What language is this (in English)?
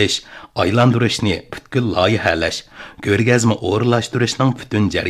Uyghur